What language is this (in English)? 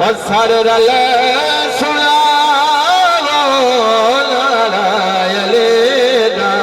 Saraiki